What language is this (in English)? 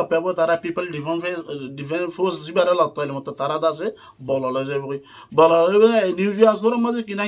Rohingya